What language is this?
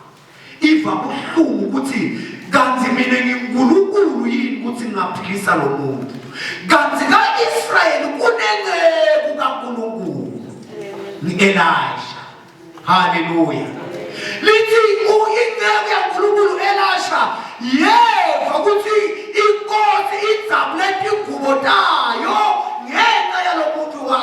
Zulu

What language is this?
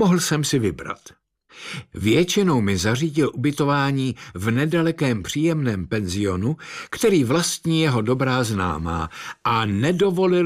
Czech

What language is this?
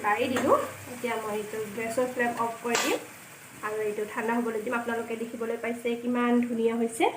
Assamese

